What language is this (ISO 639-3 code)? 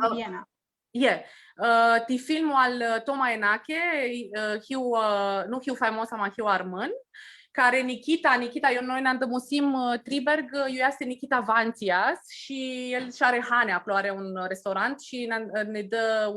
rup